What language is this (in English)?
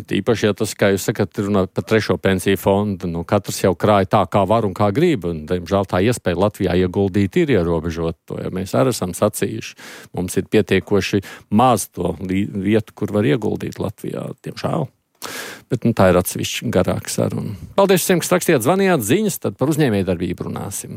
Latvian